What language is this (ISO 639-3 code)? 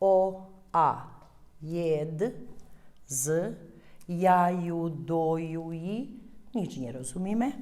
rue